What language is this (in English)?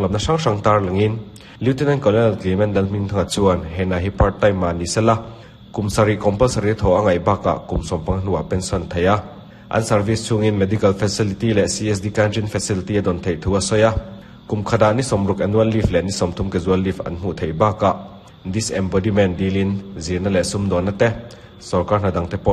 Mizo